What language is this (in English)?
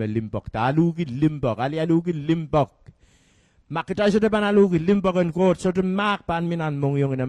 Pohnpeian